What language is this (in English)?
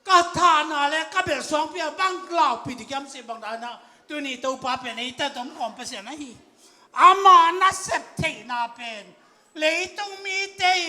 Tedim Chin